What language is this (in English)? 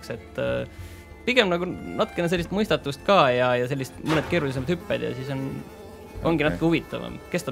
Estonian